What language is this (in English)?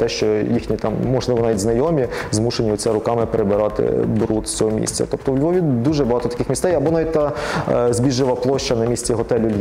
Ukrainian